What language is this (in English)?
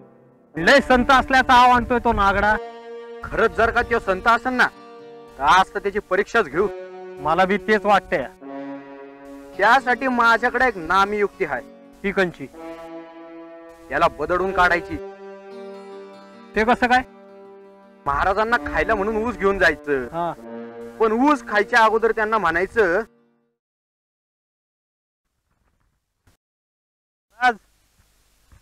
Marathi